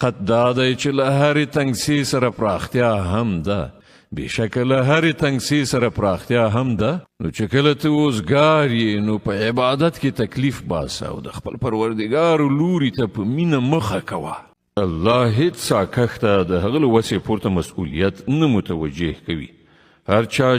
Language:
Pashto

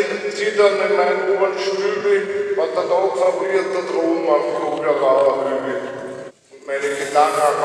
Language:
Bavarian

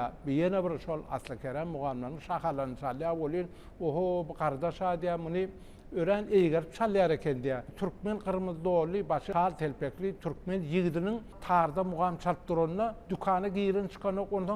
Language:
Turkmen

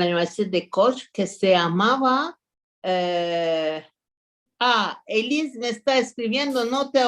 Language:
Ladino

